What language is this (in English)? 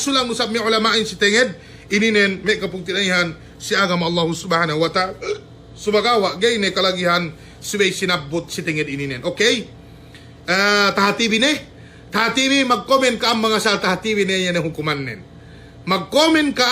Yakan